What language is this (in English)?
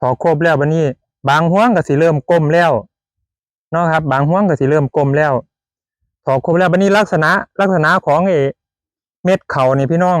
Northeastern Thai